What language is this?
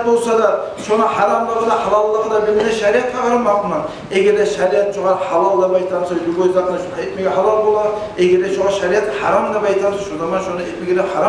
Kumyk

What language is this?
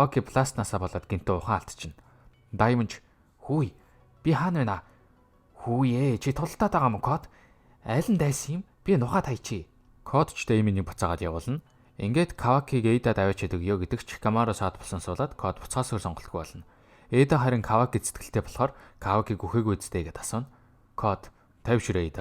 Mongolian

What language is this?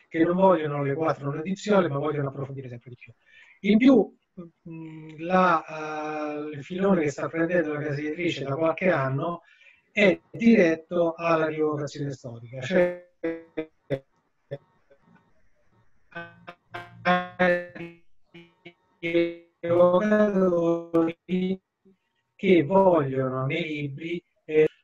Italian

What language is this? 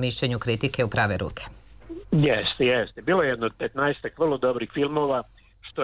Serbian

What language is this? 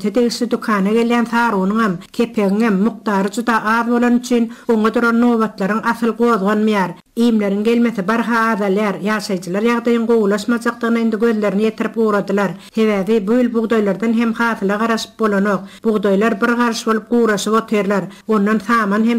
Turkmen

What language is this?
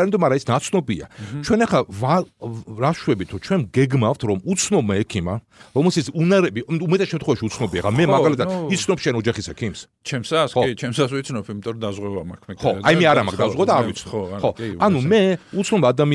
Georgian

